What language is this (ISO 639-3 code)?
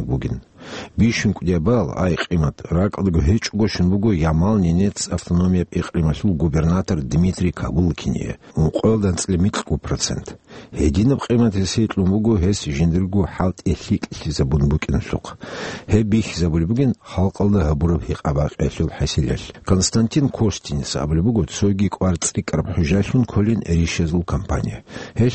ava